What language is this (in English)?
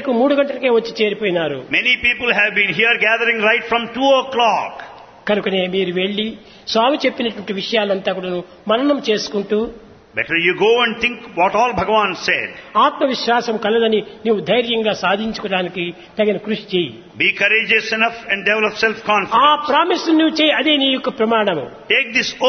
Telugu